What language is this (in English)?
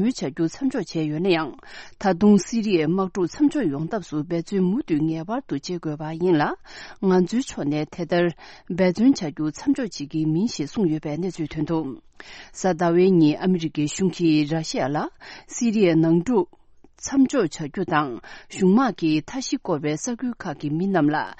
Tibetan